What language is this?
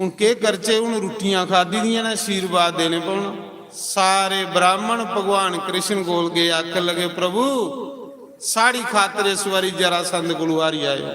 Dogri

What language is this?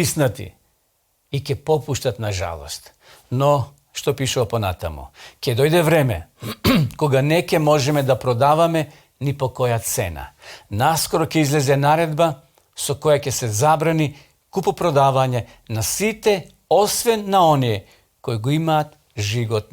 Macedonian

